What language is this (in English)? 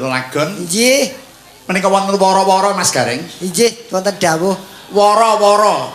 Javanese